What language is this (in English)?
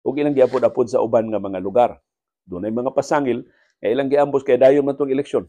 Cebuano